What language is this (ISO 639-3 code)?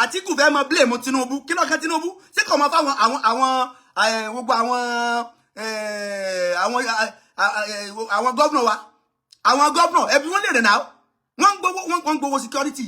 yor